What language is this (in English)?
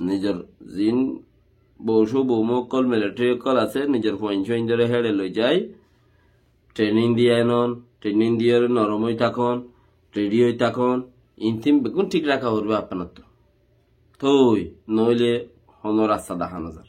Rohingya